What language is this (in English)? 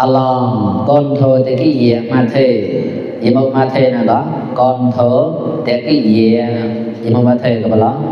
Mon